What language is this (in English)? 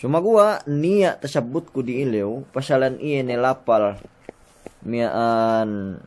Yakan